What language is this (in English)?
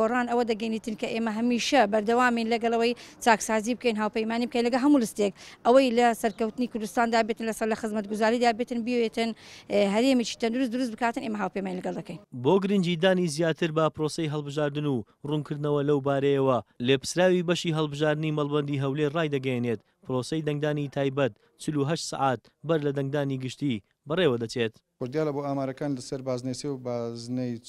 Central Kurdish